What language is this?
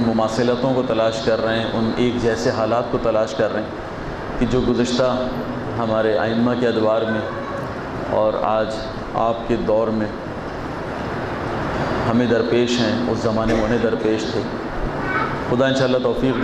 Urdu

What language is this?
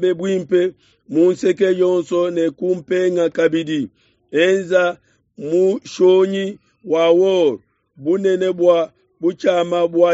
Luba-Lulua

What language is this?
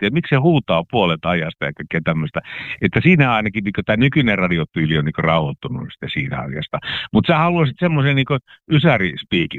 Finnish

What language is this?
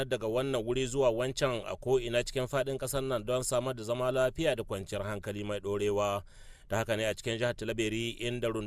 Hausa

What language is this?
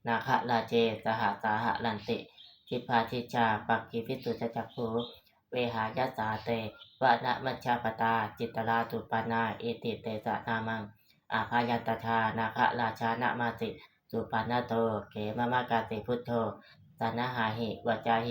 Pali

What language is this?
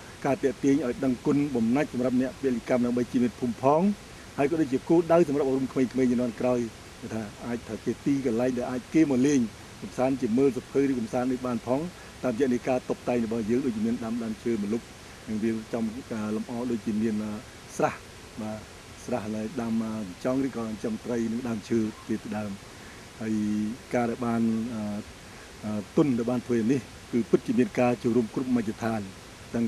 Khmer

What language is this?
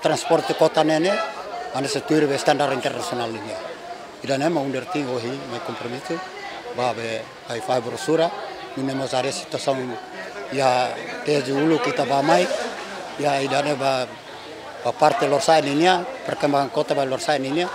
Tetum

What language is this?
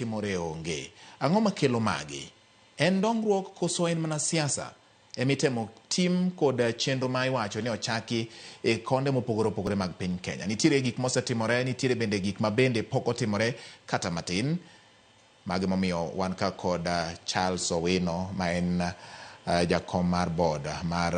Luo (Kenya and Tanzania)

